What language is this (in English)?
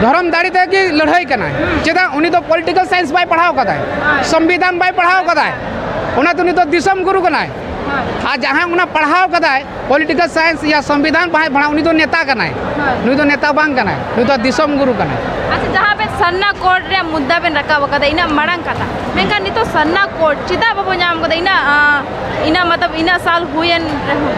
Santali